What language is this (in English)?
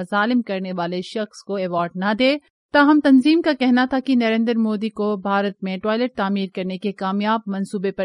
Urdu